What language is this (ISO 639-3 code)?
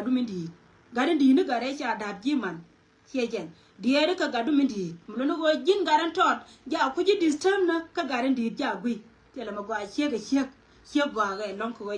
nus